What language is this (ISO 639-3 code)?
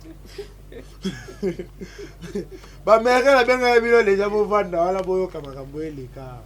lin